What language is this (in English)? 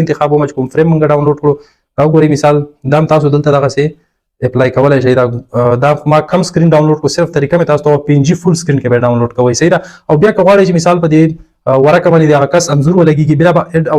Pashto